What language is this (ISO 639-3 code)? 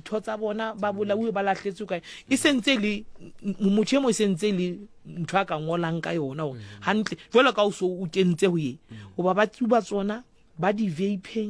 sot